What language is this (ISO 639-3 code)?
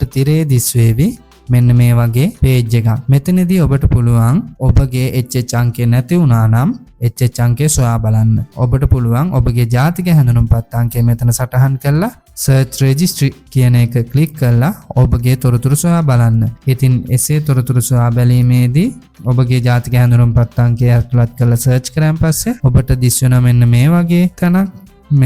sin